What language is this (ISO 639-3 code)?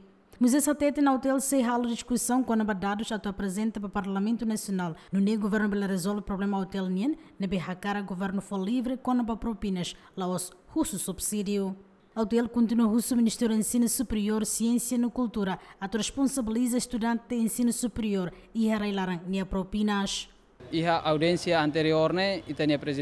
tet